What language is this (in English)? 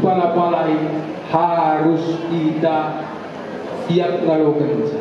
Batak Karo